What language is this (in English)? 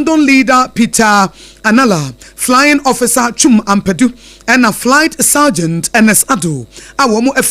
Akan